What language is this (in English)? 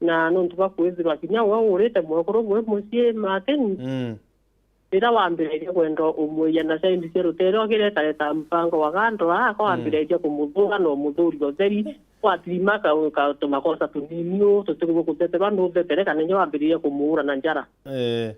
Meru